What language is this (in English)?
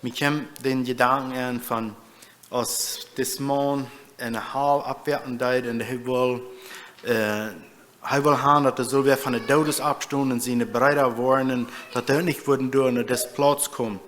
Plautdietsch